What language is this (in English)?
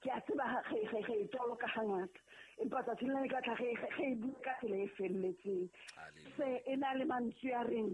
Southern Sotho